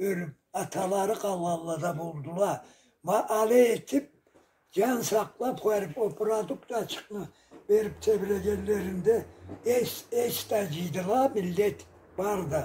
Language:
Karachay-Balkar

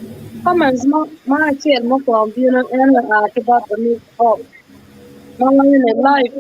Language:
Acoli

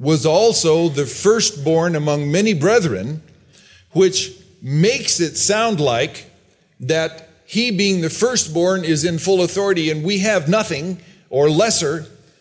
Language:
English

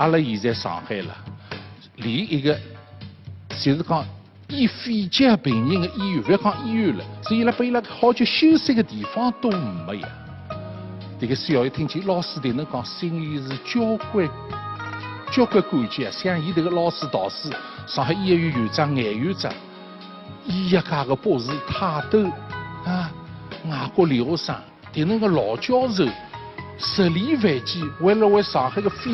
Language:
Wu Chinese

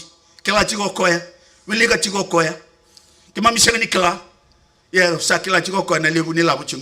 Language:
Fijian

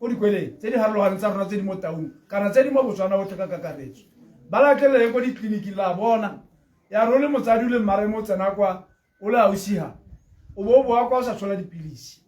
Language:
Tswana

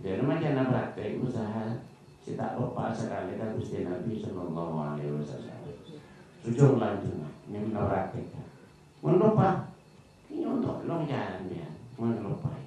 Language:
Madurese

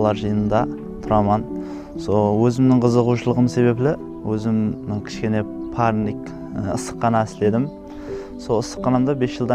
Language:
Kara-Kalpak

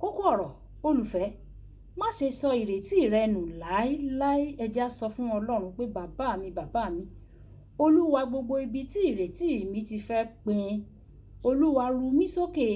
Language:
Yoruba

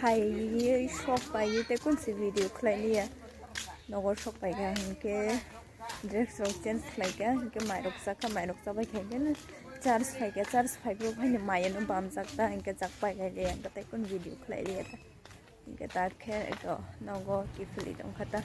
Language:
Kok Borok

